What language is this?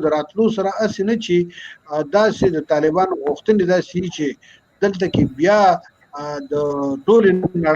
Pashto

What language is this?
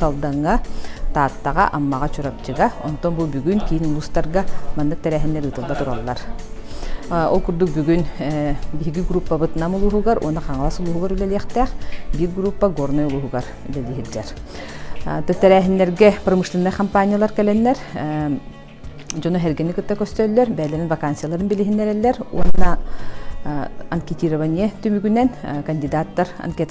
Yakut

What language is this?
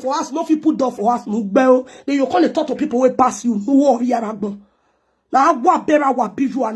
Nigerian Pidgin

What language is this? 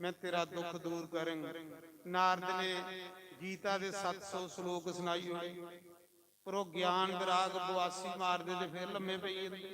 Dogri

